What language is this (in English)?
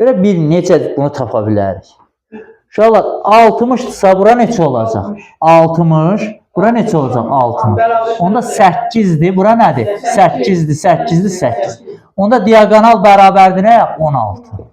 Azerbaijani